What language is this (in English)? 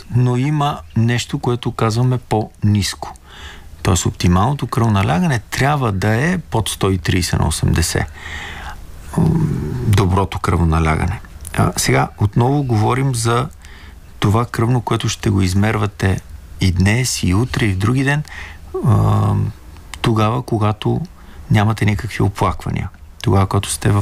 Bulgarian